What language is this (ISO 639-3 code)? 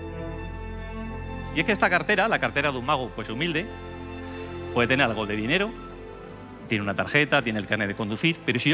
spa